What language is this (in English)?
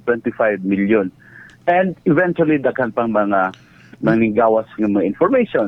Cebuano